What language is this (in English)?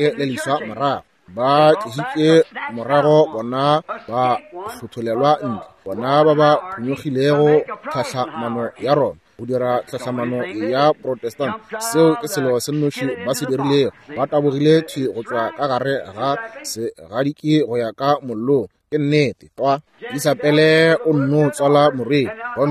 Northern Sotho